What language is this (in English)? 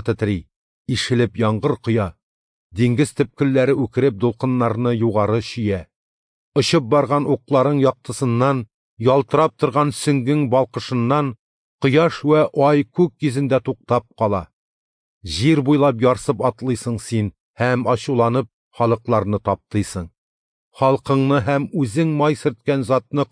Tatar